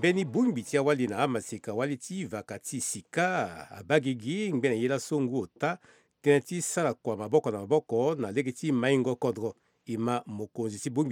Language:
Sango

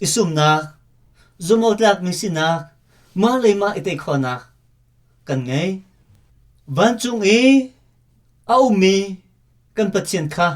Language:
Hakha Chin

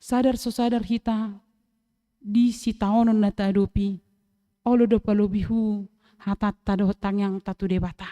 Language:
Batak Toba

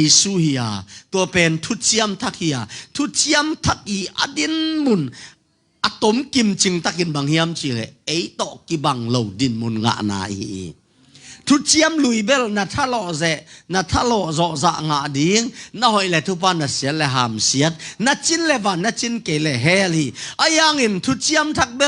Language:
Tedim Chin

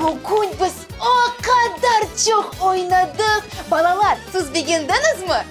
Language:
Crimean Tatar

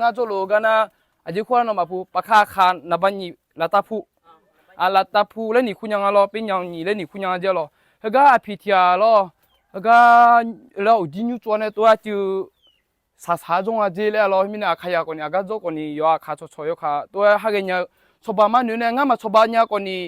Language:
Akha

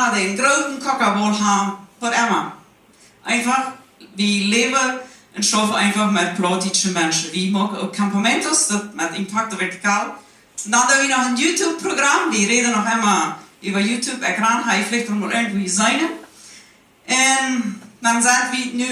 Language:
Plautdietsch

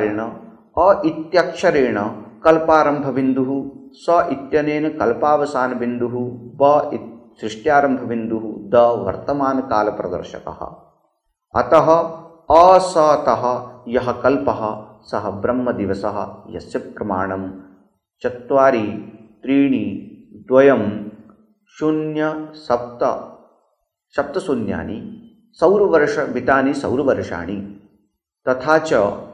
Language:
Sanskrit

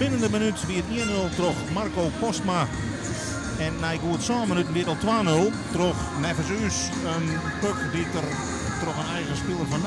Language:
Western Frisian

